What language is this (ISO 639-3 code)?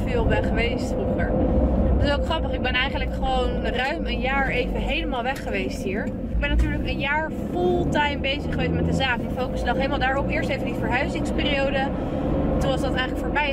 nld